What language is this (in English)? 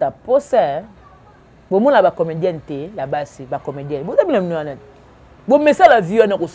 Lingala